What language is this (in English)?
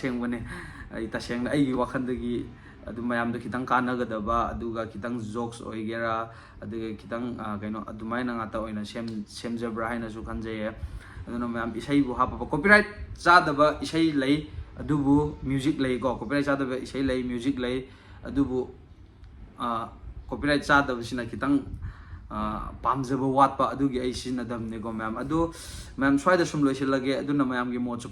Manipuri